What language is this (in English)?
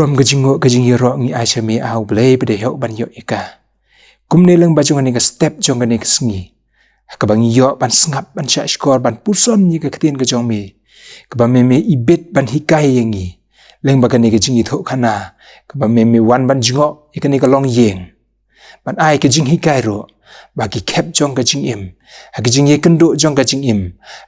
Khasi